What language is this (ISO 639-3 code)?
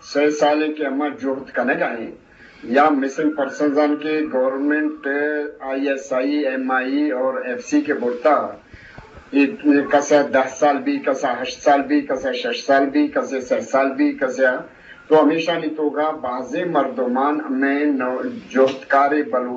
bgp